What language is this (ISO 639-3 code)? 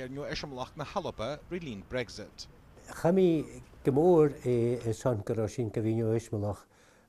gla